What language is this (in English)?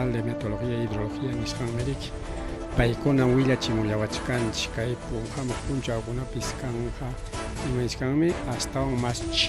Ayacucho Quechua